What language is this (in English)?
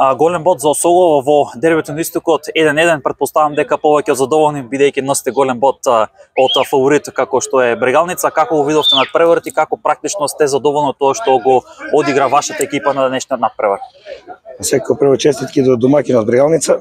Macedonian